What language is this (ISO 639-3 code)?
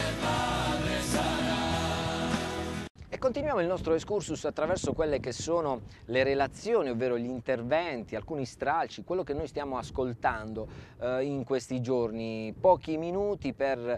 ita